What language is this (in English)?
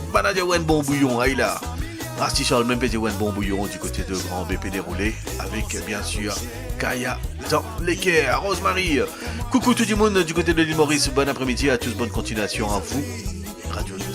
Morisyen